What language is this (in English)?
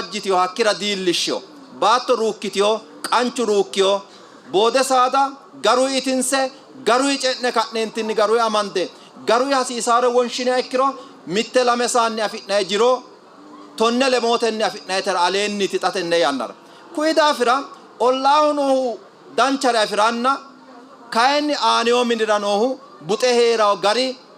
Sidamo